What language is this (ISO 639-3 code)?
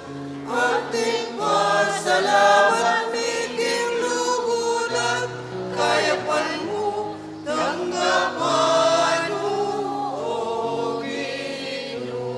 pam